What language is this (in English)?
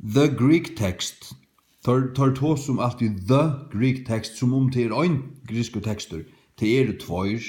Faroese